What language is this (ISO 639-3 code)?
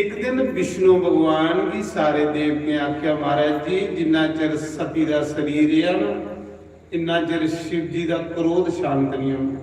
doi